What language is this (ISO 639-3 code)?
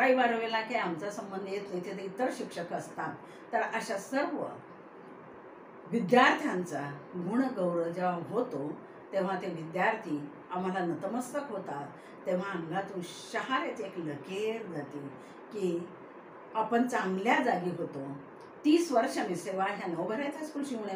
mar